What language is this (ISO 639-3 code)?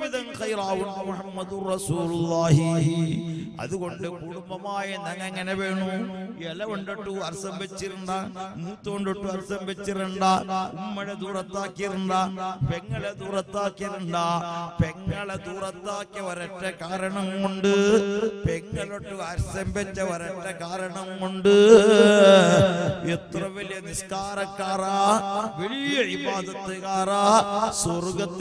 mal